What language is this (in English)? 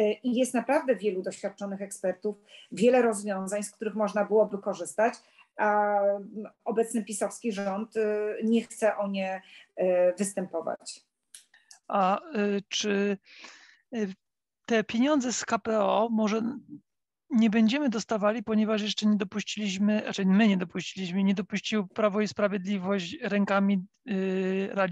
Polish